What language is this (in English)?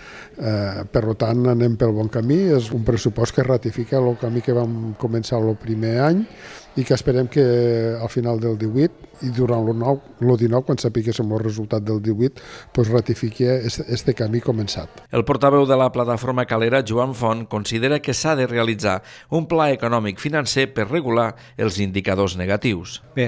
Catalan